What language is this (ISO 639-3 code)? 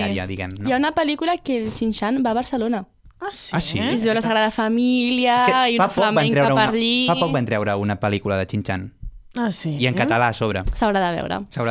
cat